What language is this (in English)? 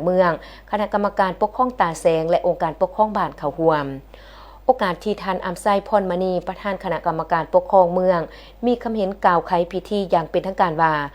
Lao